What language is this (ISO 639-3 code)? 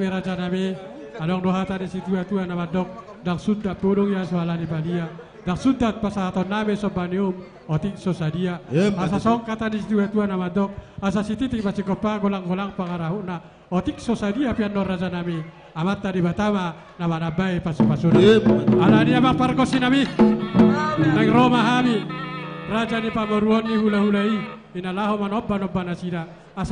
bbc